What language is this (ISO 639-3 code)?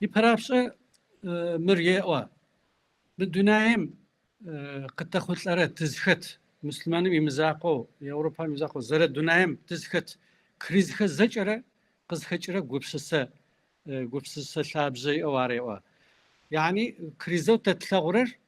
kbd